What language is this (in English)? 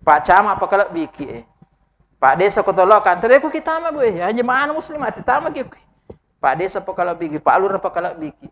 Buginese